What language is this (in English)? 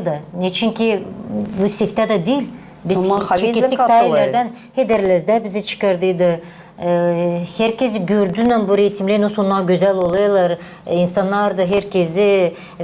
Gagauz